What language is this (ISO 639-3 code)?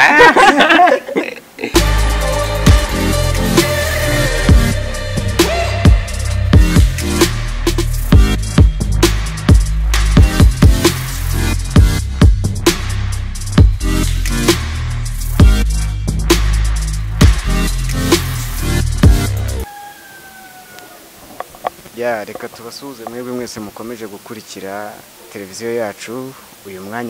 kin